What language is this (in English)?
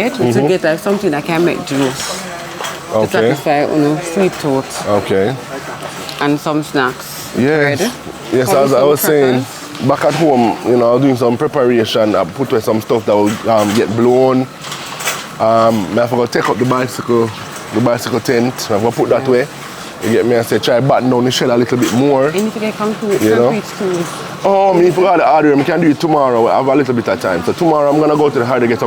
Jamaican Creole English